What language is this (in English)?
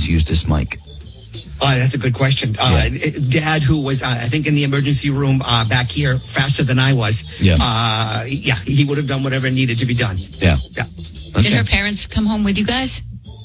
English